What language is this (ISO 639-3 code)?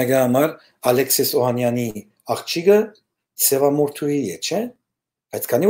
hyw